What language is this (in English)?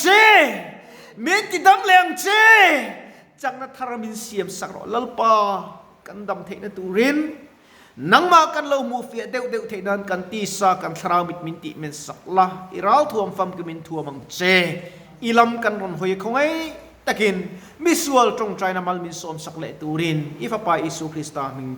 Mizo